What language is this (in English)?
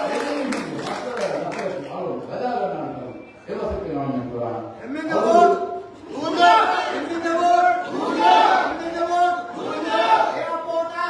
Divehi